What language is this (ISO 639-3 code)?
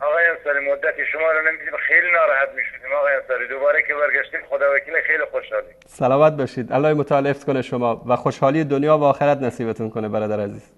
fas